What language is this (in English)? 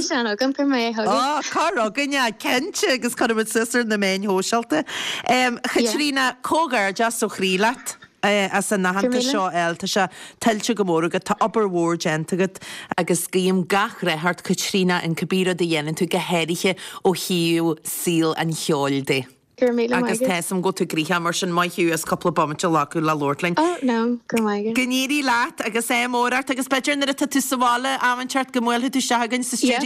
Irish